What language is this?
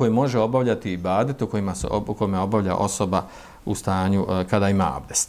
Bosnian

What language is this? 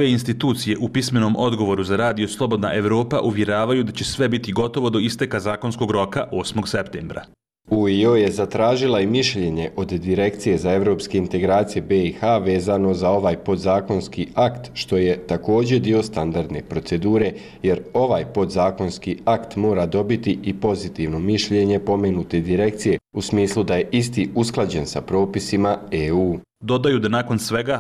Bosnian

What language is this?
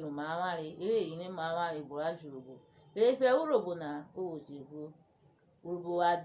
Urhobo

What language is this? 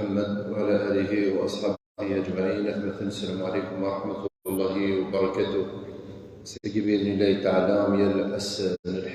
Kabyle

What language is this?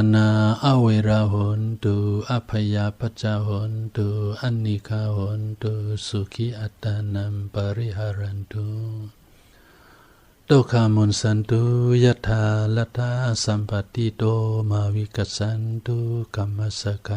Shan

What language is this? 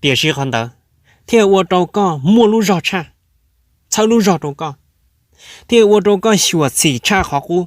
Hmong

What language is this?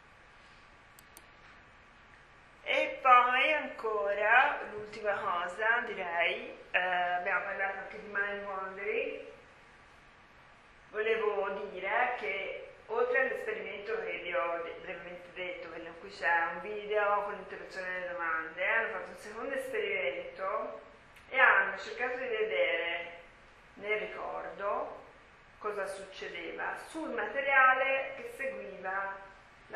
Italian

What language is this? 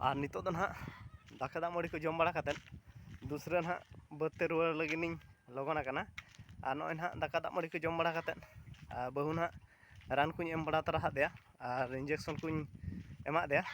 Santali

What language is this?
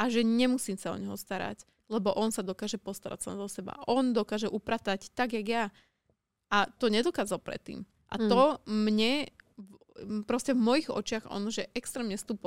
Slovak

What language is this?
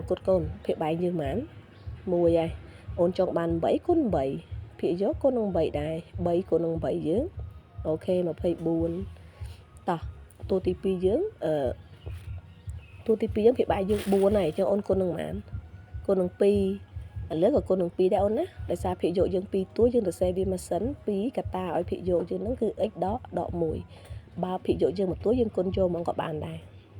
Khmer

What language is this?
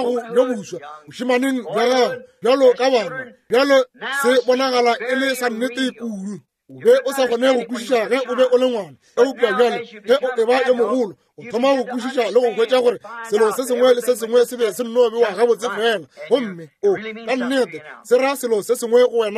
Northern Sotho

